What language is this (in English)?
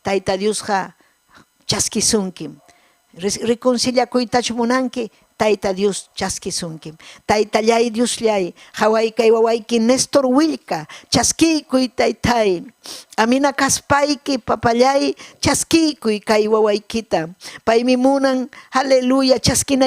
Ayacucho Quechua